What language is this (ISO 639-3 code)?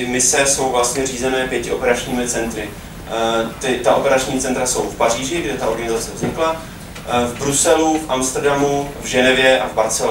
ces